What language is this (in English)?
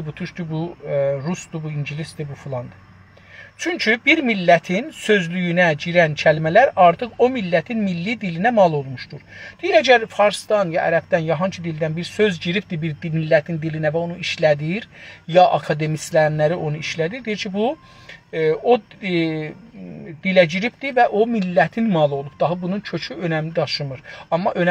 South Azerbaijani